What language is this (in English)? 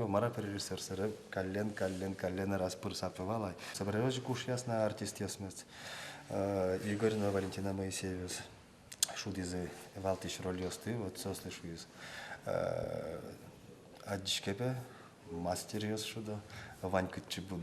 Udmurt